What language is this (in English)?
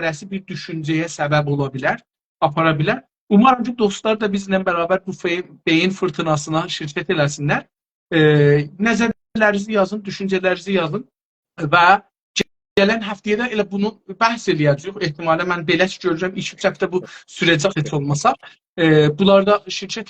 South Azerbaijani